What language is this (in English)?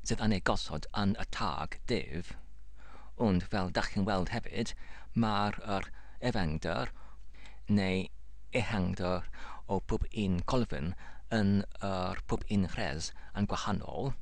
Welsh